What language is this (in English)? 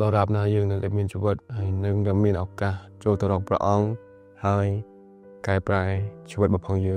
Khmer